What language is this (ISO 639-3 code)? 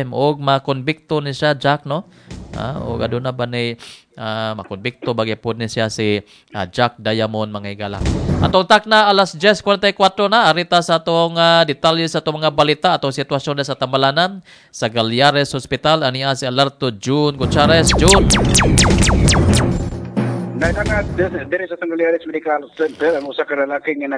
ceb